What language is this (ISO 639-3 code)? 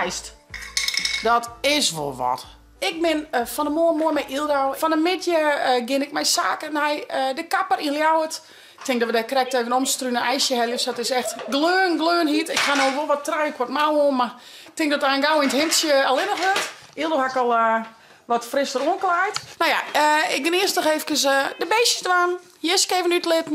fry